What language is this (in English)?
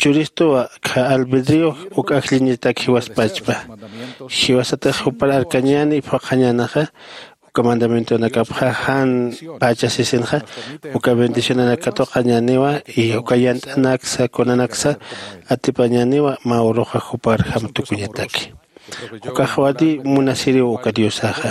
Aymara